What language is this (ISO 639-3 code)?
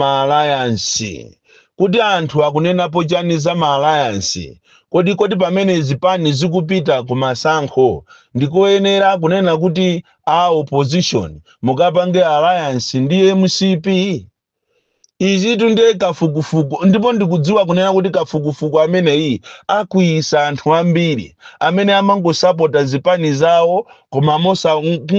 nya